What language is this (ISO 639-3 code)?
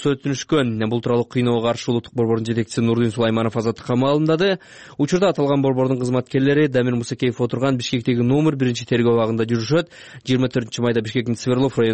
kir